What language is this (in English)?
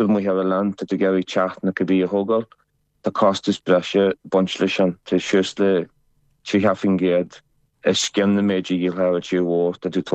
Irish